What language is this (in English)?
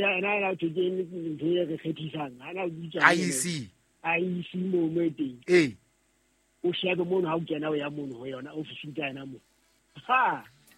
Southern Sotho